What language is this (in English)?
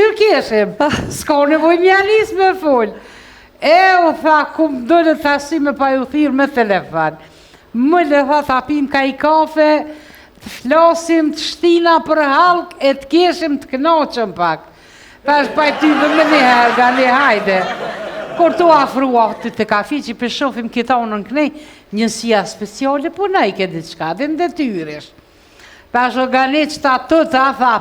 Albanian